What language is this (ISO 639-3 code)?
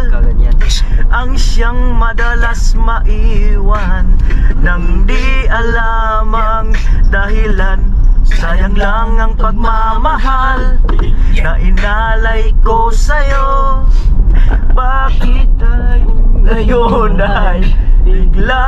fil